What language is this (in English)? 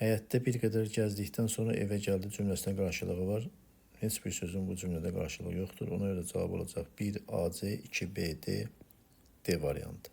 Azerbaijani